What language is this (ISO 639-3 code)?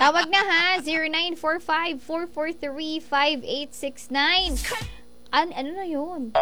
ceb